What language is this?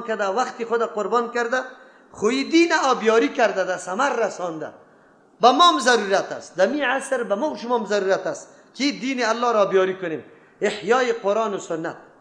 Persian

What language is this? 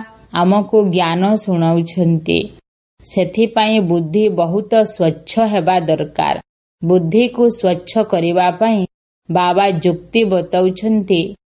Odia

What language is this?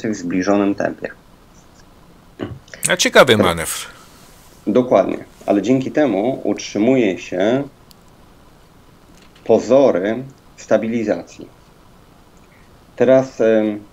Polish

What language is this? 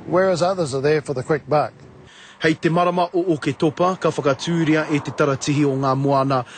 Māori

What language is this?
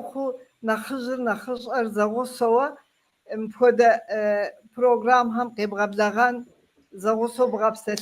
Kabardian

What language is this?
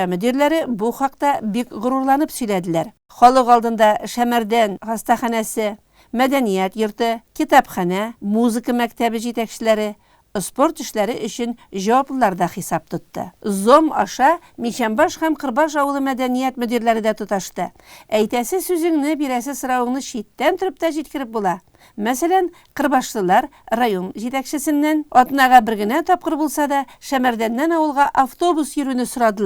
Tatar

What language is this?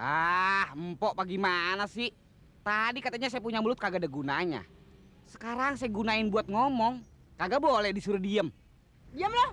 Betawi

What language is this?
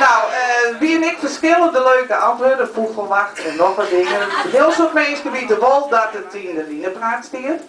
Western Frisian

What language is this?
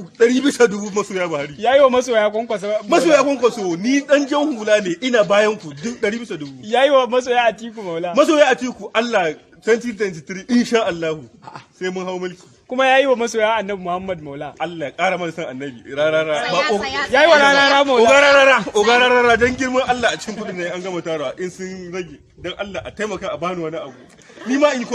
Hausa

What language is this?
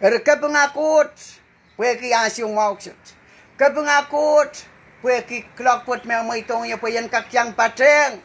Pohnpeian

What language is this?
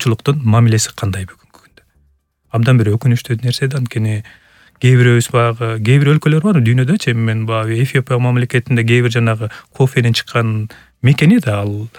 Kyrgyz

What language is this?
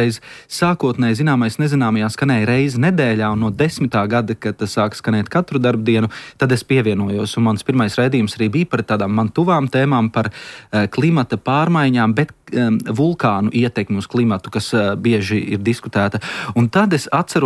Latvian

